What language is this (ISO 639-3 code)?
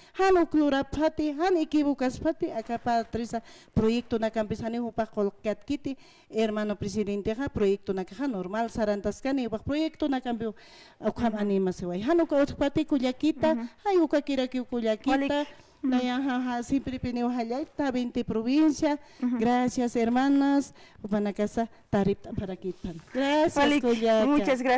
aym